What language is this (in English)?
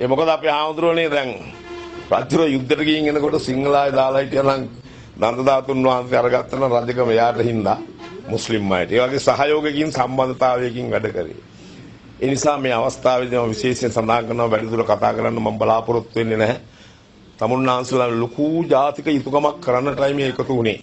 Sinhala